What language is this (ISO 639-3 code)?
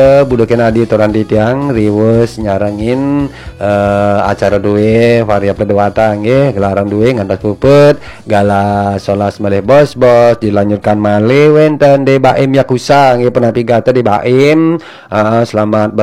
ban